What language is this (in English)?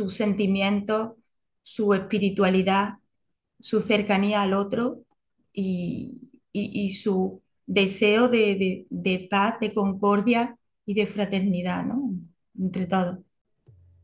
Spanish